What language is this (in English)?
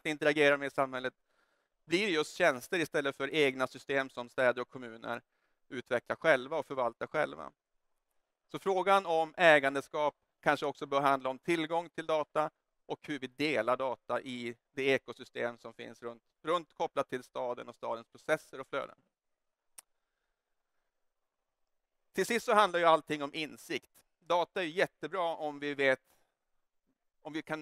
Swedish